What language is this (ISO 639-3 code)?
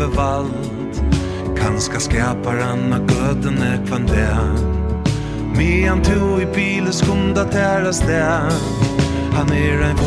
fao